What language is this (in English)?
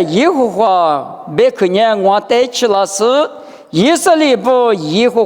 Lisu